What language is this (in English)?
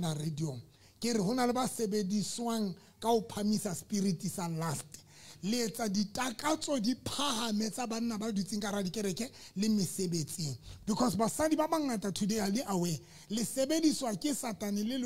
Southern Sotho